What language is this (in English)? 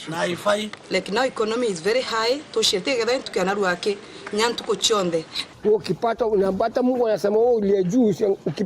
Meru